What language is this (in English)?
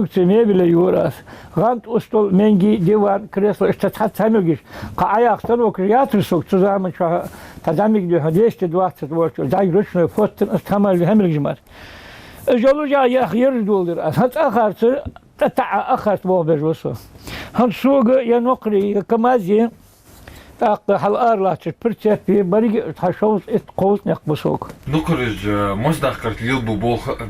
Ingush